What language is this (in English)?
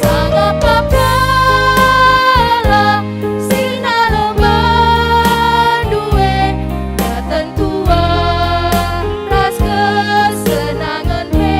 Batak Karo